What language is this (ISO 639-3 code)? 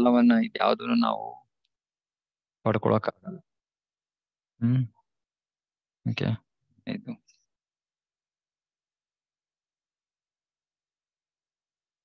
kan